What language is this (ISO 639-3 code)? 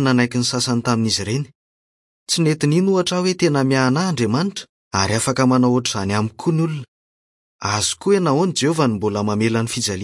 mlg